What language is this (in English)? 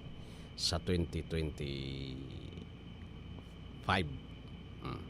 Bikol